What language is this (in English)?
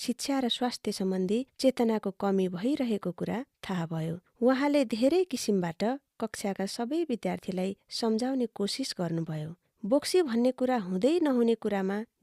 Nepali